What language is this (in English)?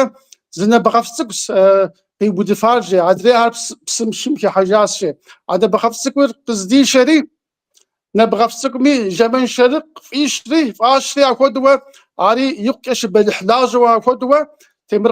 Kabardian